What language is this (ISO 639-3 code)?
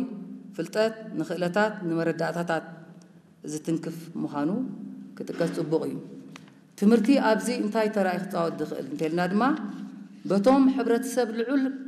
tir